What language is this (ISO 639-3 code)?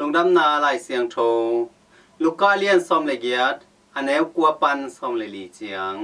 ctd